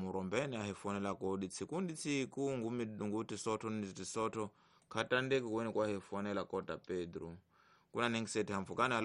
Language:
Tsonga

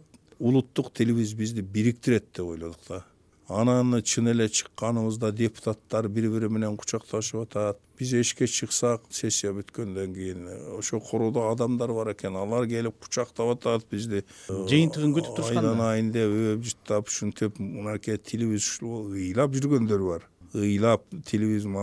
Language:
Kyrgyz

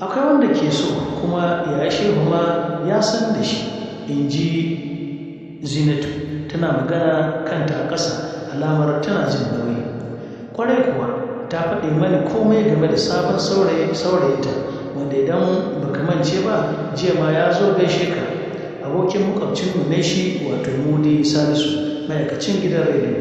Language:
Hausa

